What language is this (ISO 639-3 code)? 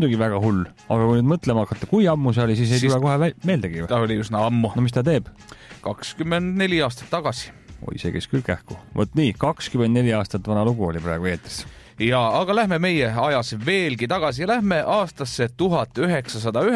est